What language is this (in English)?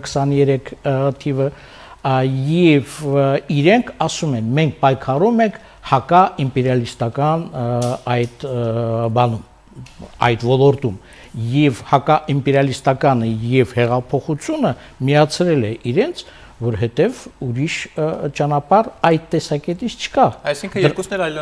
Armenian